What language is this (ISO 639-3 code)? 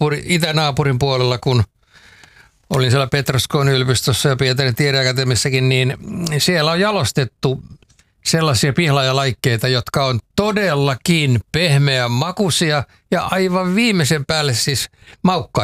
fin